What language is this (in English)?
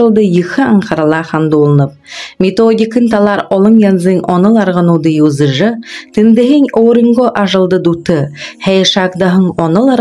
Buriat